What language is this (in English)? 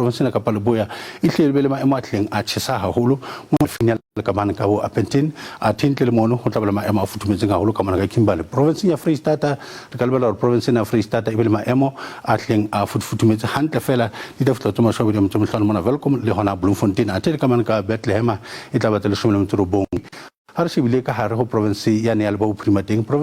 Southern Sotho